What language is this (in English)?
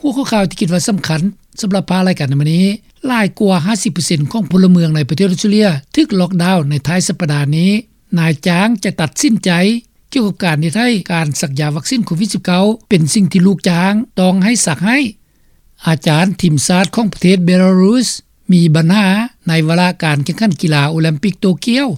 Lao